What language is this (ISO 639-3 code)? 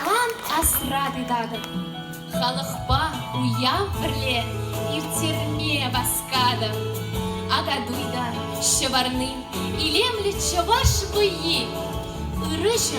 chv